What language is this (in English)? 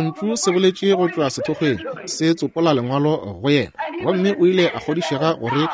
Northern Sotho